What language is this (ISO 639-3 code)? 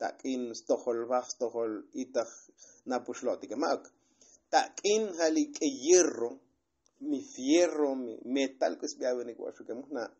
tzo